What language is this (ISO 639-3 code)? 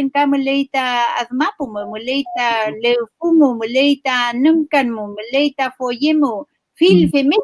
arn